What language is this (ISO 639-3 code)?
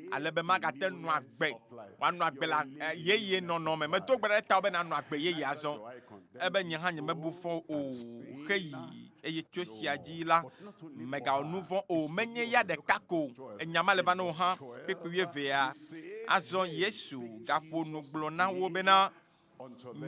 ewe